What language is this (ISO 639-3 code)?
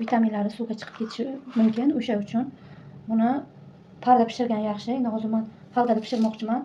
uzb